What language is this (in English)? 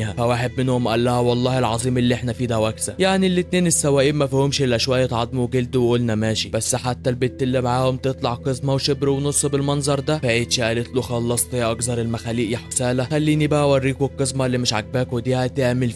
Egyptian Arabic